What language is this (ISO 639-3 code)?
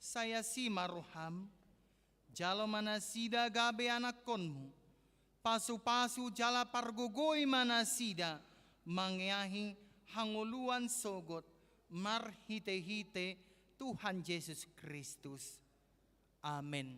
bbc